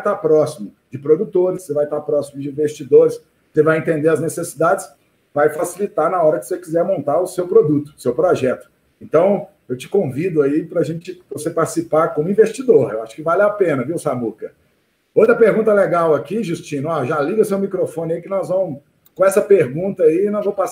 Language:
Portuguese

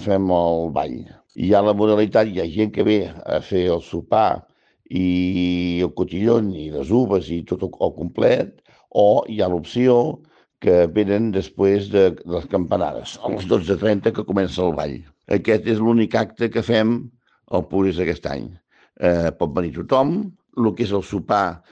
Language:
Catalan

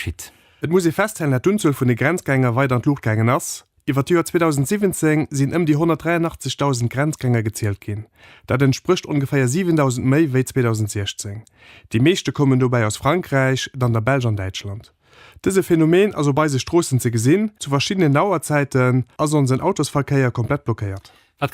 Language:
Luxembourgish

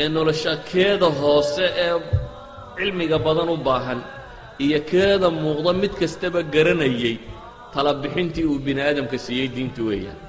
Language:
Somali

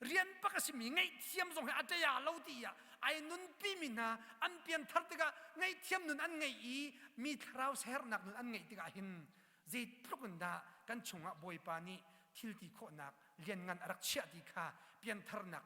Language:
Hakha Chin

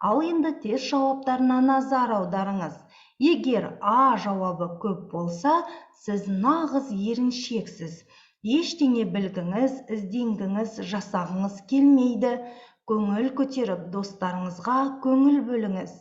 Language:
Kazakh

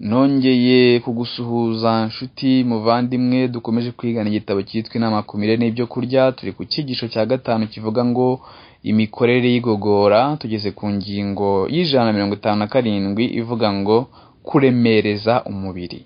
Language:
Kinyarwanda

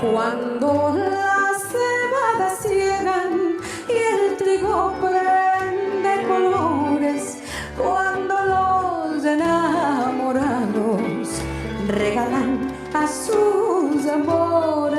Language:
Ladino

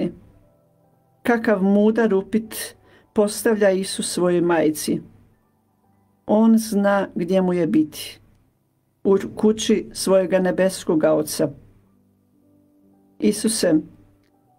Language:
Croatian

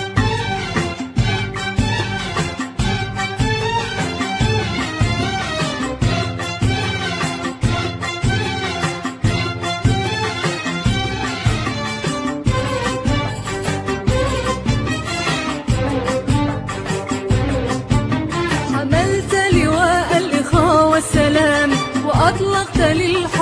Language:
Arabic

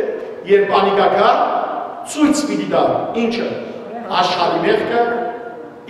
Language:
Western Armenian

